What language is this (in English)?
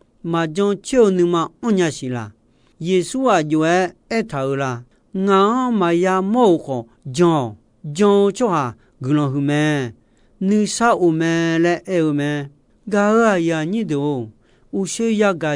Akha